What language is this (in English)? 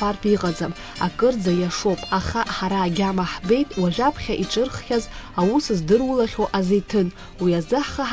Abkhazian